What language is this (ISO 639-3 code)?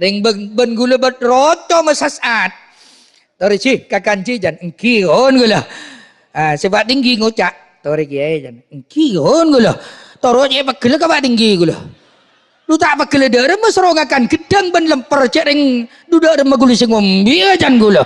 mad